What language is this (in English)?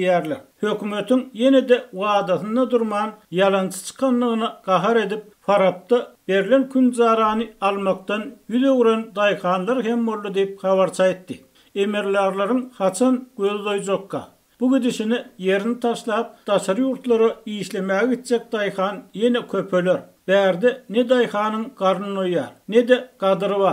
Turkmen